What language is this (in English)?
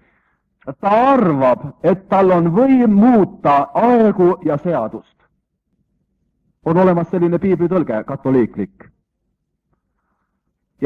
Estonian